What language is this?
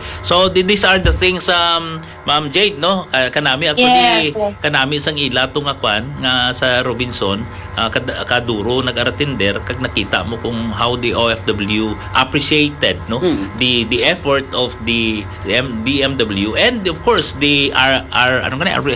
Hiligaynon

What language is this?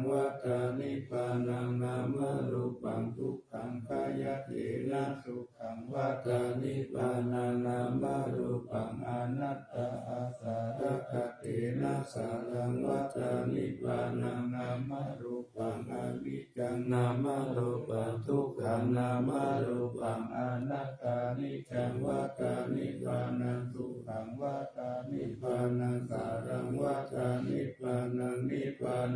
Pali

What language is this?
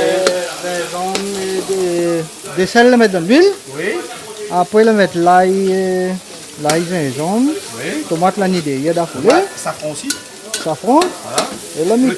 Réunion Creole French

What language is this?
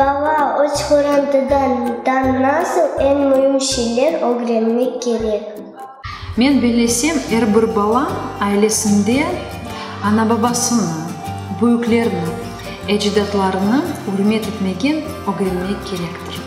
Crimean Tatar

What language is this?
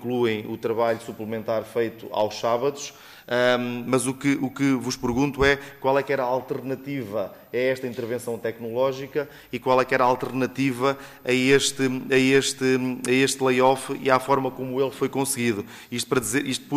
Portuguese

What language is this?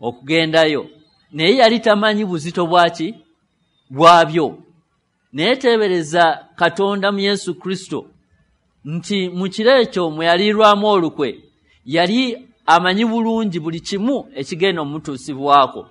Ganda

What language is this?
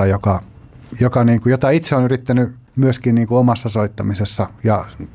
Finnish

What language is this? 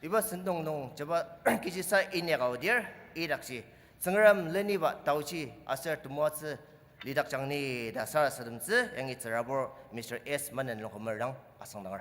Ao Naga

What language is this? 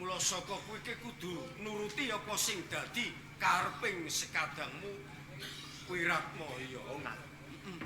Javanese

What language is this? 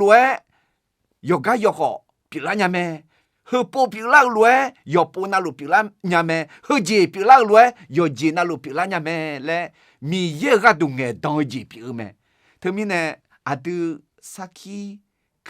Akha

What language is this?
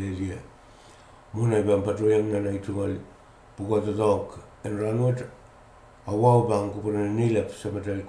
Pohnpeian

